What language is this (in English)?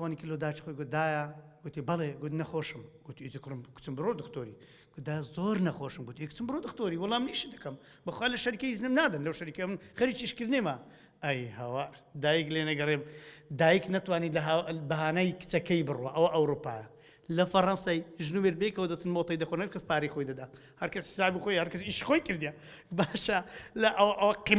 Central Kurdish